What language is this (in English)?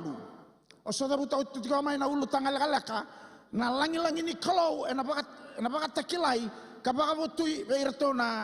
Fijian